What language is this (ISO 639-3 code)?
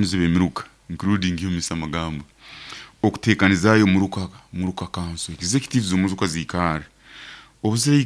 nyo